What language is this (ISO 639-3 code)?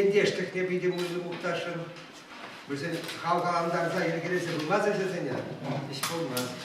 chv